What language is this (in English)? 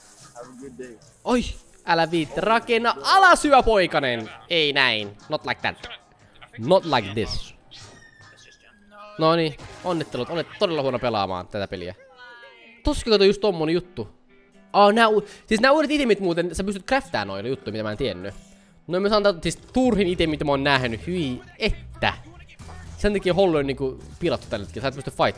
Finnish